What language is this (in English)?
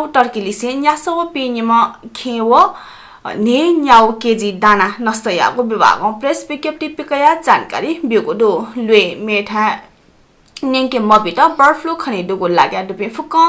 Newari